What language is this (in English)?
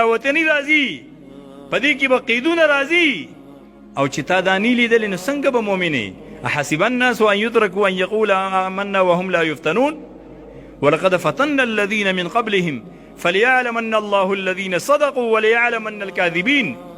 Pashto